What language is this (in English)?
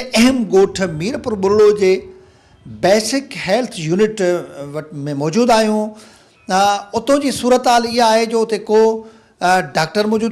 Sindhi